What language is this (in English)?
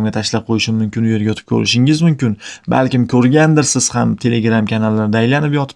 Uzbek